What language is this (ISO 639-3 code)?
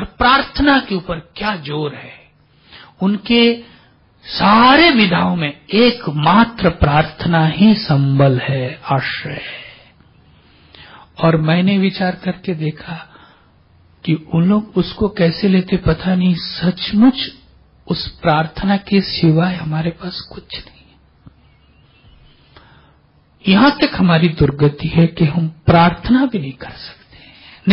hin